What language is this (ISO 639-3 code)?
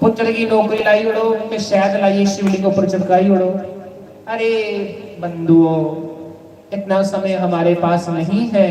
doi